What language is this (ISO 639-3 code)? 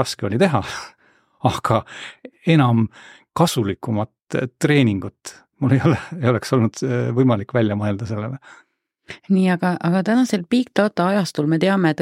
est